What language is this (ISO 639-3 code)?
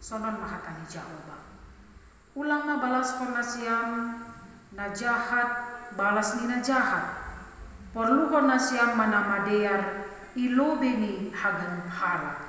bts